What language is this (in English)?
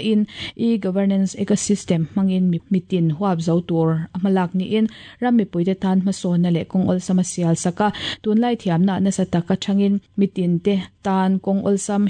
Mizo